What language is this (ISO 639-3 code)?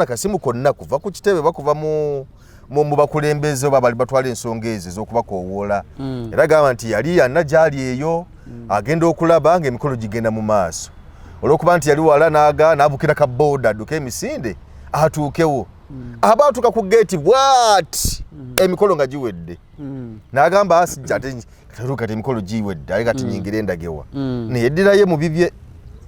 lug